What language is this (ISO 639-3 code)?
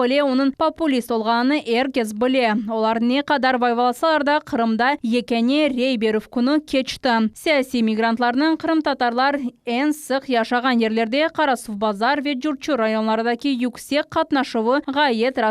crh